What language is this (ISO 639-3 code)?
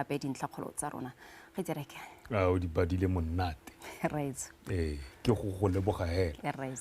tsn